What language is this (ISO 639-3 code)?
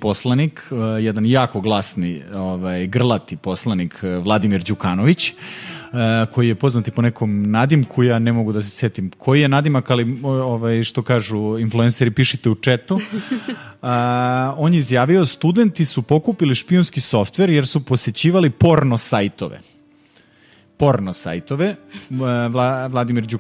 srp